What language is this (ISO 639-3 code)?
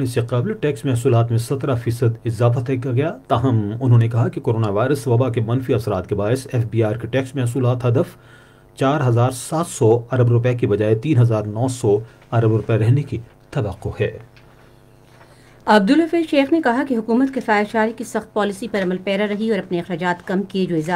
urd